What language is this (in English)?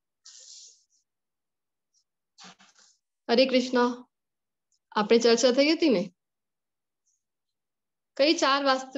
Gujarati